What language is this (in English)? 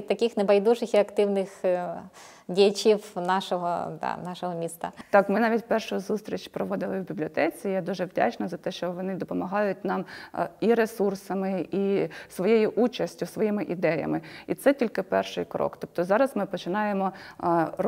Ukrainian